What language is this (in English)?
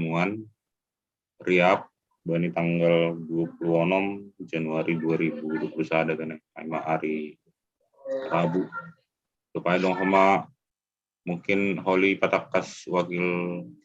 Batak Simalungun